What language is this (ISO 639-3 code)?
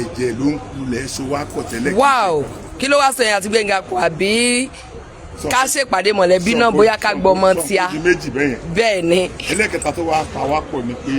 yor